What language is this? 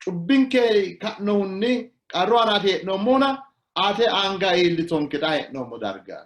Sidamo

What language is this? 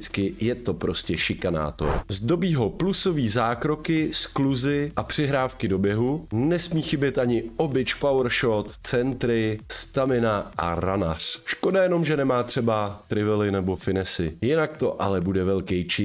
Czech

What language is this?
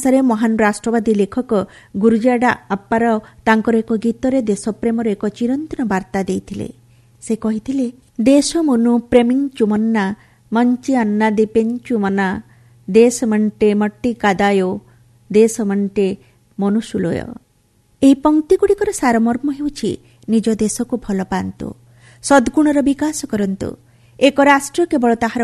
Odia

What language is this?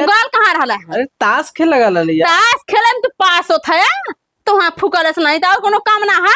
Awadhi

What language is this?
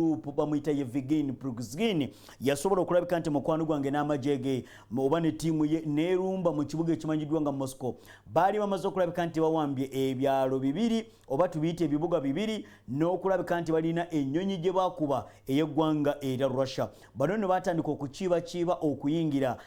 Ganda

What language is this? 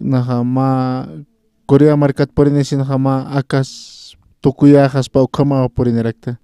Aymara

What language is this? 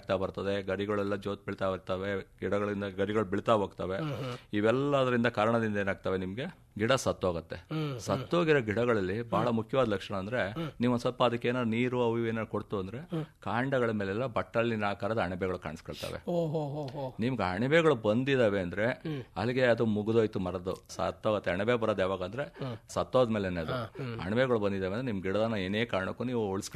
Kannada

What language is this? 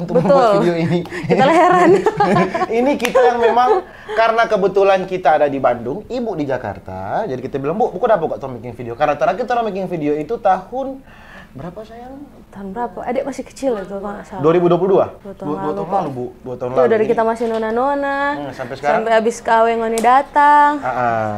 Manado Malay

